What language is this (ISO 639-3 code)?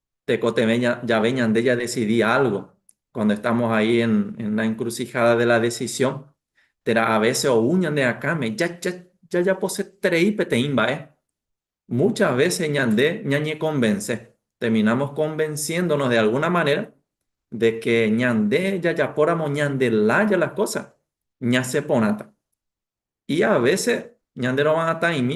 grn